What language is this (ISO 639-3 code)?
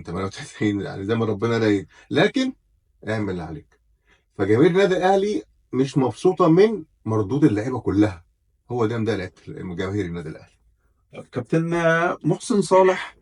arz